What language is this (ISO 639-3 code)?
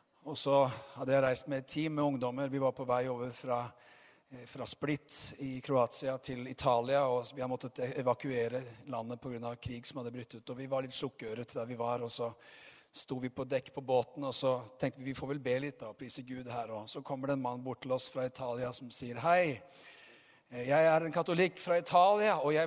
nor